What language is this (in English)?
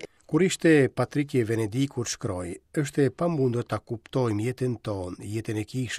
Albanian